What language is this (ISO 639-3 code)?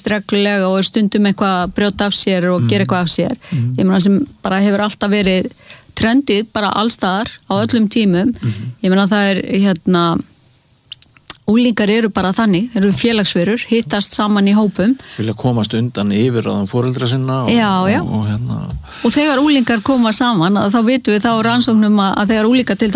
isl